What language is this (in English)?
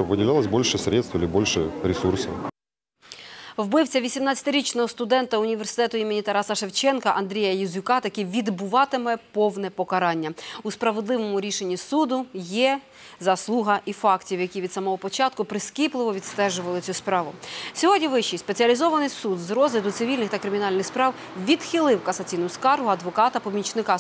Ukrainian